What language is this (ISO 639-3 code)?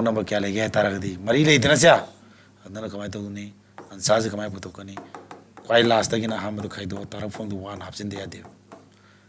mni